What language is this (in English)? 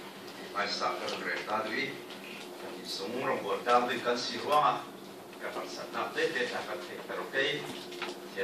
Falam Chin